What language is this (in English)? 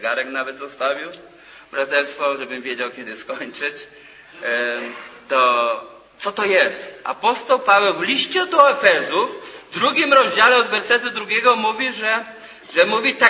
Polish